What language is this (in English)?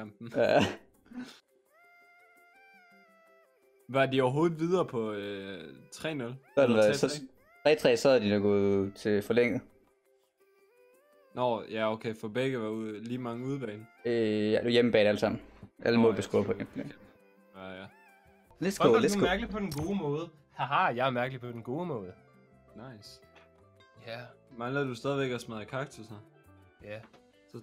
Danish